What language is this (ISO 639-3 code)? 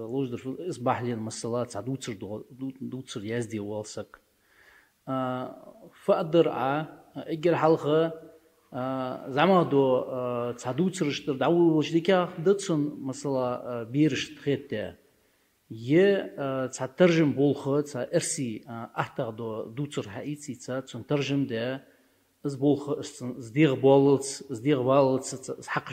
inh